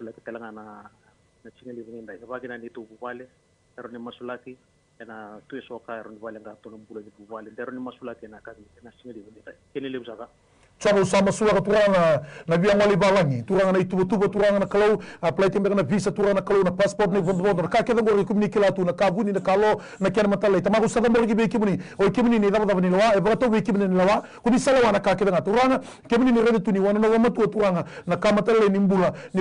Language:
Fijian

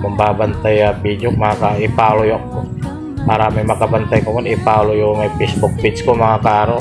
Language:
Pangasinan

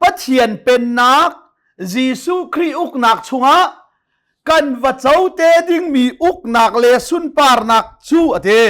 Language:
Hakha Chin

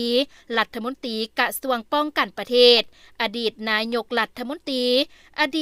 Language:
Lao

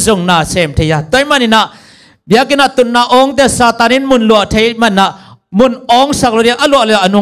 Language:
Tedim Chin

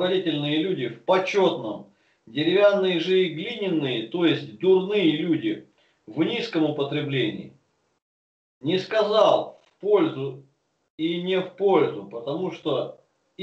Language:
Russian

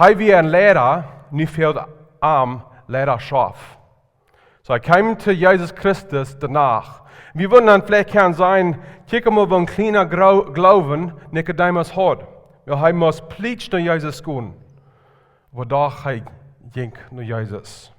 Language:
Plautdietsch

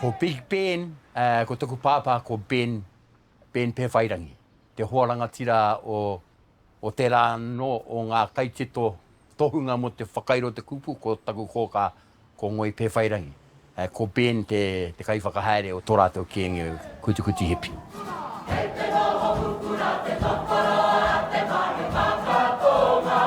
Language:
Māori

